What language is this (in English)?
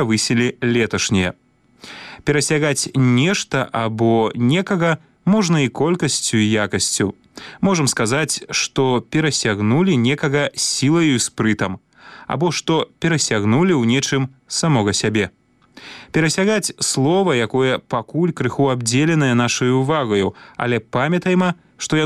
Belarusian